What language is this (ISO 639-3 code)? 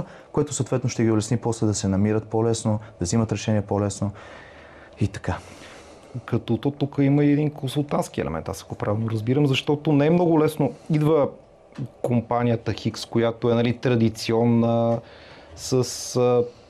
bul